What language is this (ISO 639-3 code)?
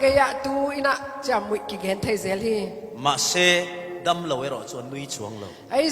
cfm